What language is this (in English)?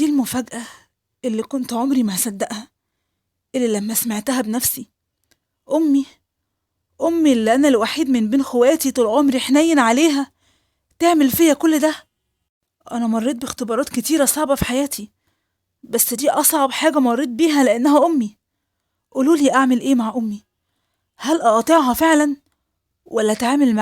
Egyptian Arabic